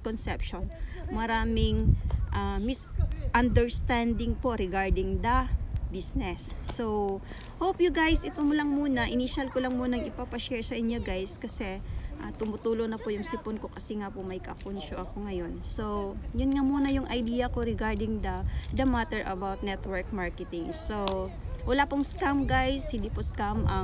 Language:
Filipino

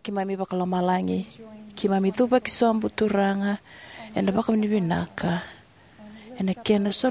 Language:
Fijian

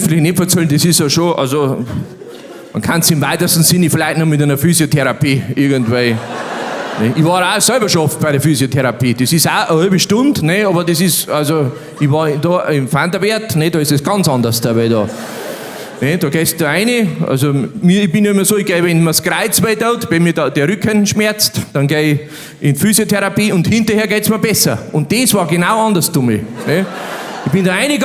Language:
Bavarian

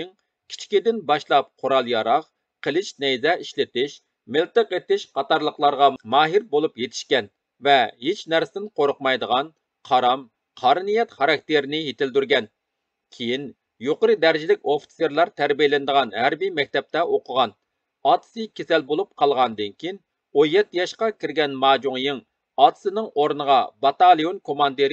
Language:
Uyghur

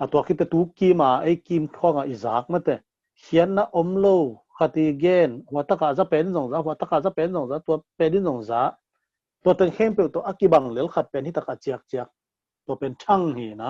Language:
Tedim Chin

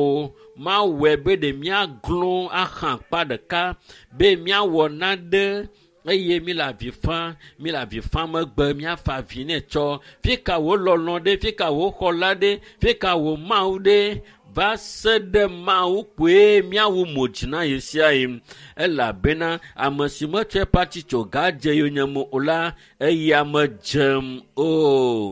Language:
Ewe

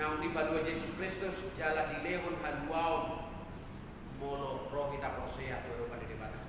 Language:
Batak Toba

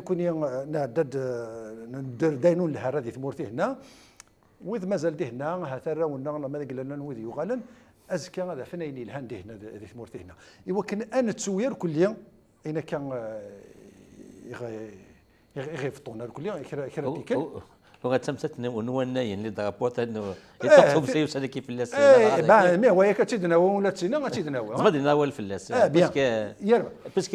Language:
Kabyle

